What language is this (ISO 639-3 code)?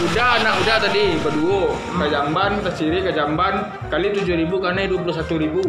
min